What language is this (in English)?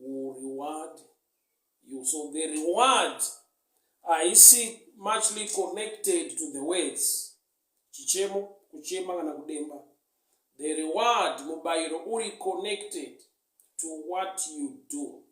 Shona